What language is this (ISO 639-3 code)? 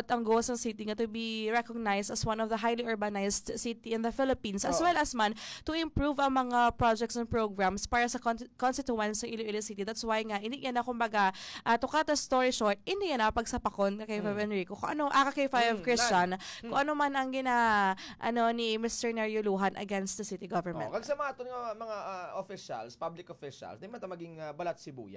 hil